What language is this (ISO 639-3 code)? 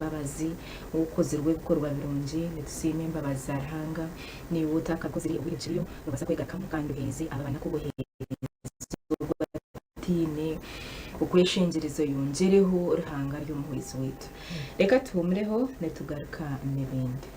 nyn